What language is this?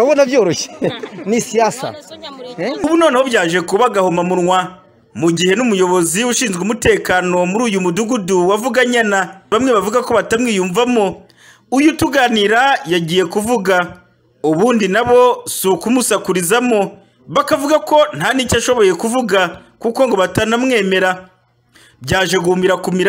Kinyarwanda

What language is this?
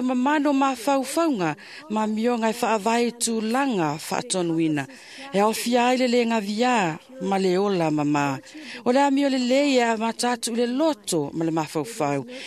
Samoan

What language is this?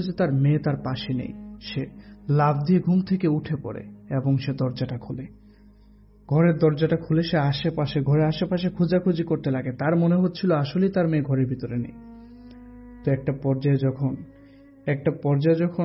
Bangla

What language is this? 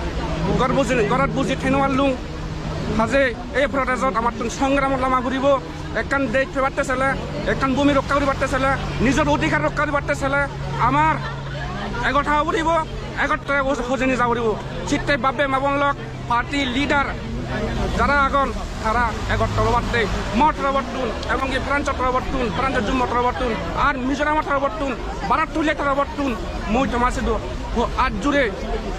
Chakma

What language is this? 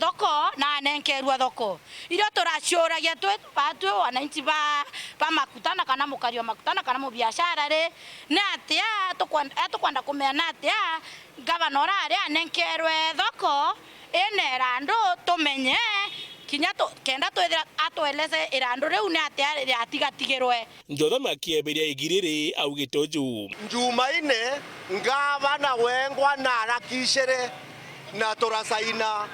Meru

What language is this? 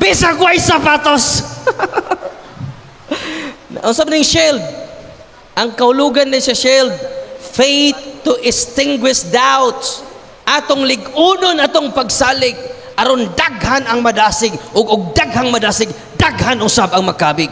Cebuano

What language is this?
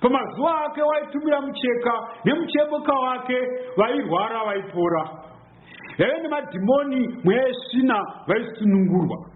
Shona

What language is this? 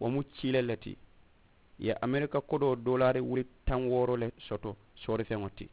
Mandingo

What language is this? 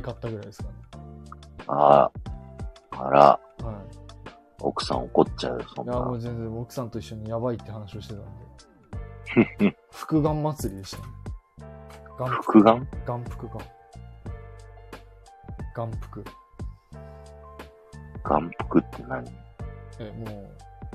Japanese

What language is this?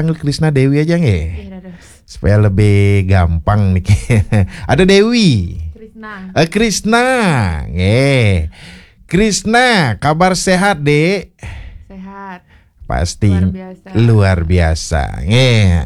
Balinese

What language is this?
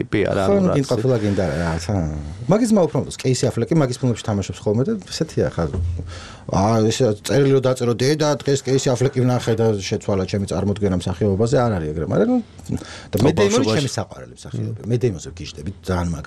Georgian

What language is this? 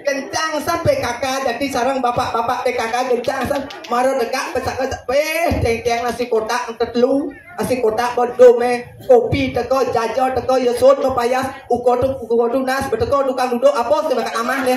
Balinese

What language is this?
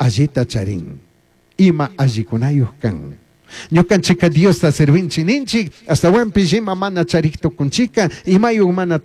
Chimborazo Highland Quichua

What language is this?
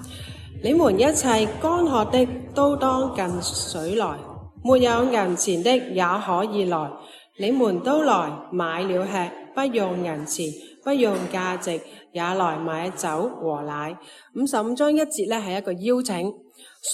Cantonese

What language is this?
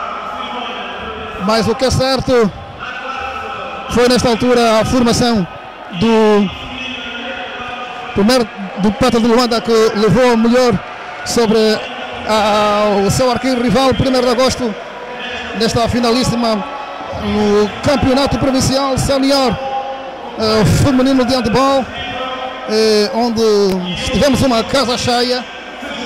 Portuguese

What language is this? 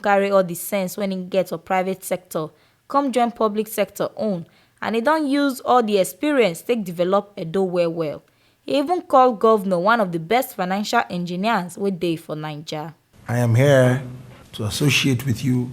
Nigerian Pidgin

